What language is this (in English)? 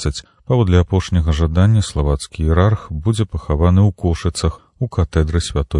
Belarusian